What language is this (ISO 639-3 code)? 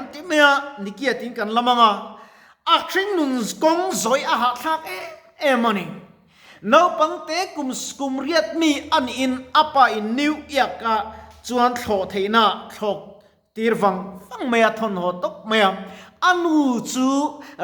lus